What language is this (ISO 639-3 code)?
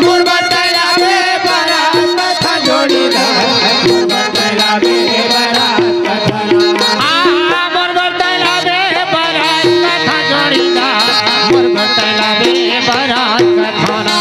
hne